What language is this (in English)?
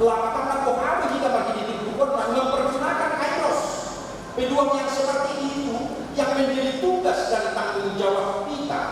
Batak Toba